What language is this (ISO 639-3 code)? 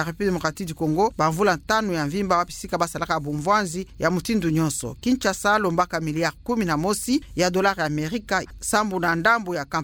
ktu